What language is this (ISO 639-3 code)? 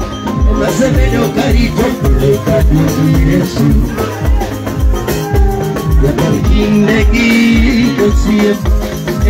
luo